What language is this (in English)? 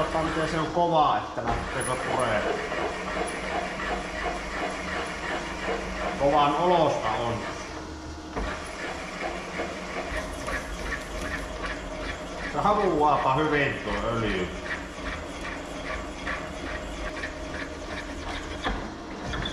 Finnish